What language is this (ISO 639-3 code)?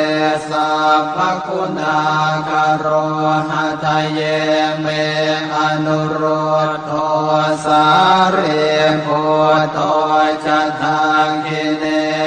pli